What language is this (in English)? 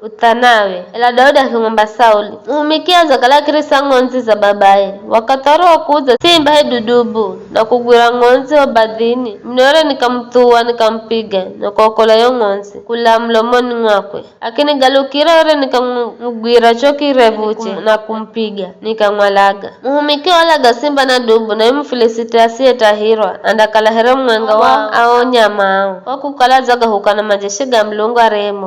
Giryama